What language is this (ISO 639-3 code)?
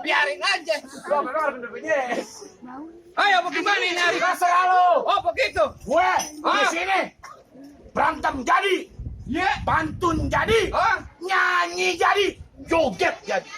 bew